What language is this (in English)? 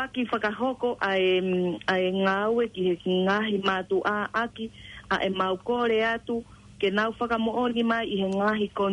Tongan